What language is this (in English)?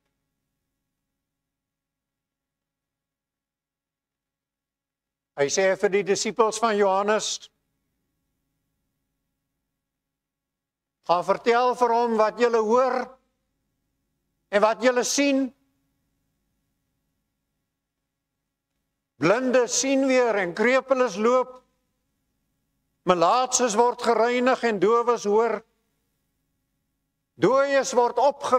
Afrikaans